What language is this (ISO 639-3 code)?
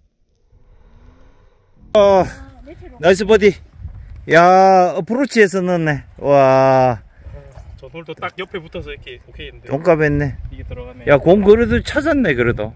kor